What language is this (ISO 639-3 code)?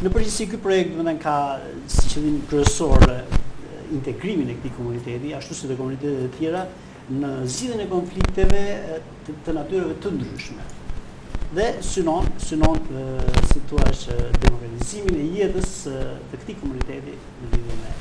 sqi